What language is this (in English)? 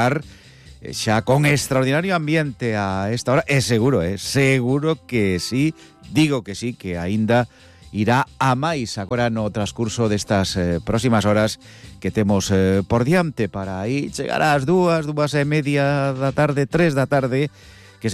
Galician